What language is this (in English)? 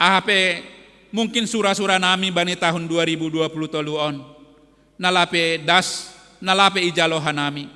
Batak Simalungun